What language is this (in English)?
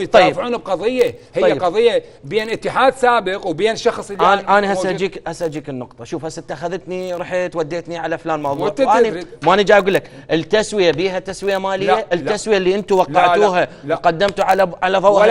Mesopotamian Arabic